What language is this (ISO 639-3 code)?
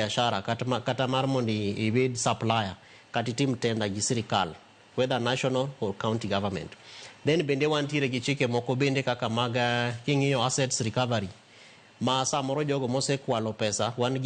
luo